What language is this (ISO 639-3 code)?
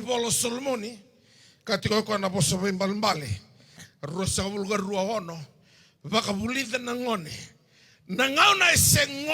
fij